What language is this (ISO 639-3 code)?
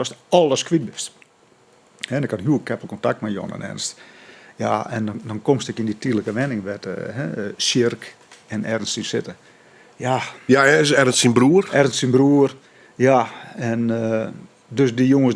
fry